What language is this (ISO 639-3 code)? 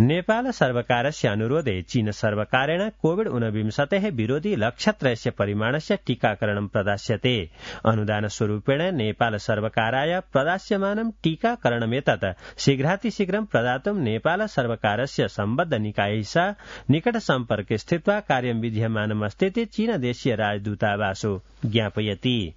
san